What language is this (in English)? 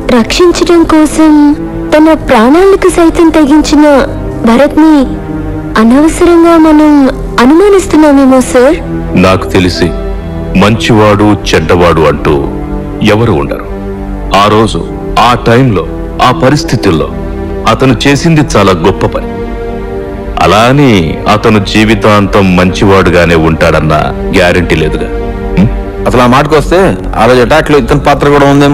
Telugu